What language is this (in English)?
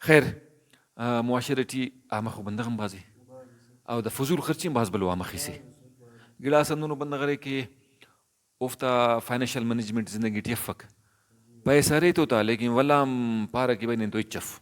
Brahui